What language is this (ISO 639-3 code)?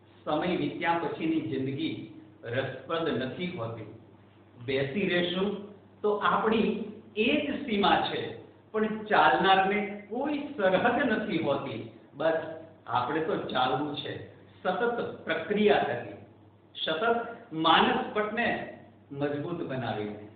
guj